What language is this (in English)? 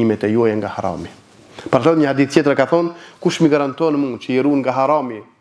Albanian